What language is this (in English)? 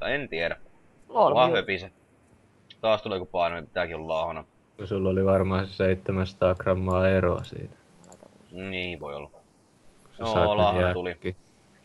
Finnish